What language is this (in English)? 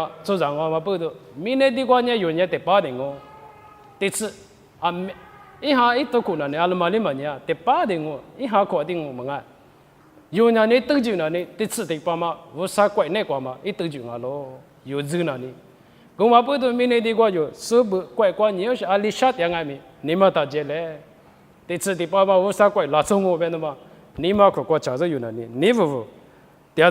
Lisu